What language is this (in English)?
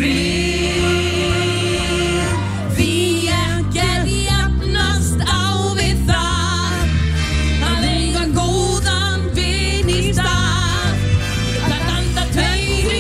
Icelandic